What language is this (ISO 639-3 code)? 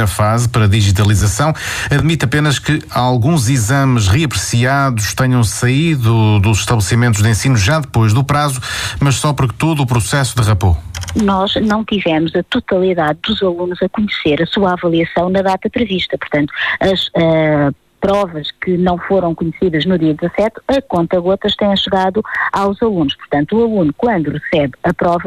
por